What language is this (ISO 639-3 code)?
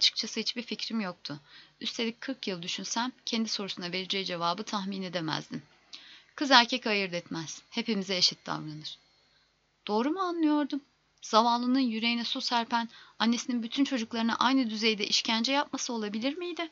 tur